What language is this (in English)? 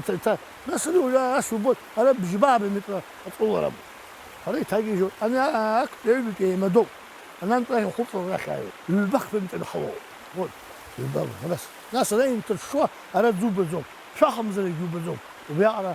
Abkhazian